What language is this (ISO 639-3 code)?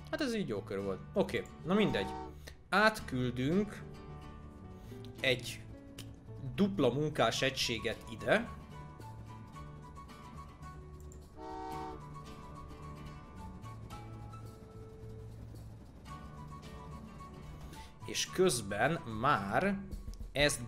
hun